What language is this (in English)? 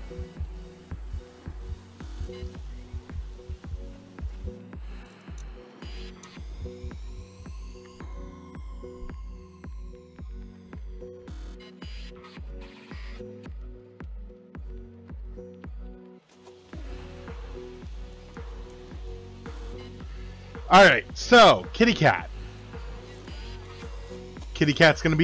English